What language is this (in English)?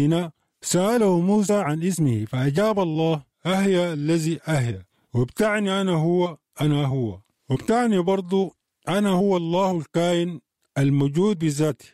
Sudanese Arabic